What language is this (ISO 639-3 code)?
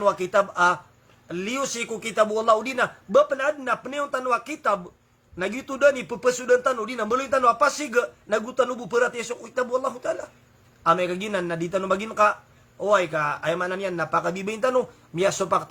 mrw